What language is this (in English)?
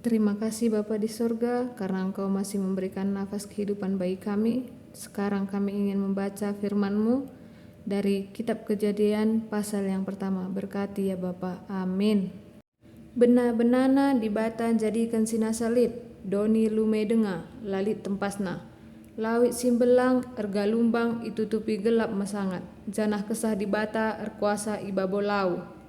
Batak Karo